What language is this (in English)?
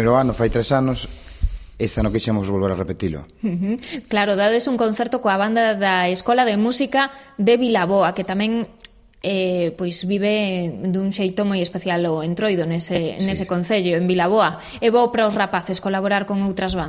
Galician